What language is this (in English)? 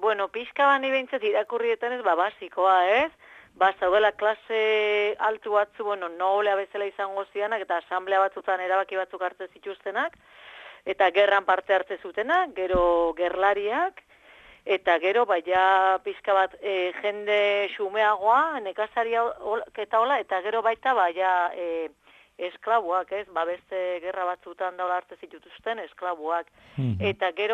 Basque